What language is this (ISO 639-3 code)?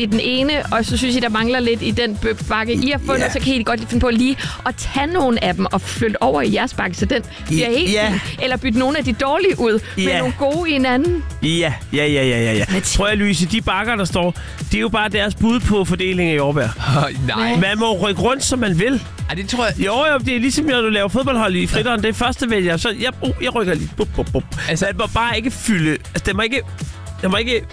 dan